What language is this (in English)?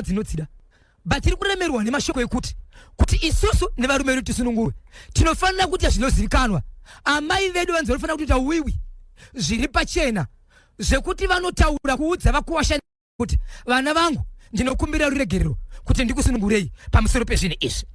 Shona